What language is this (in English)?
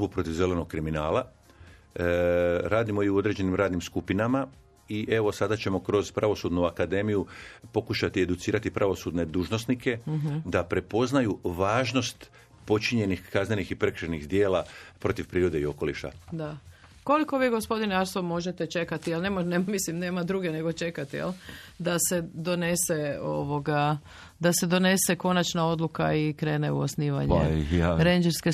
Croatian